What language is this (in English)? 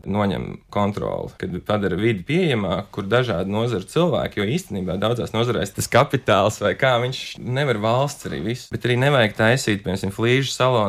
Latvian